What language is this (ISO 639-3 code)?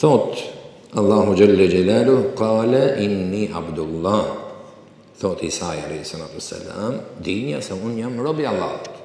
sqi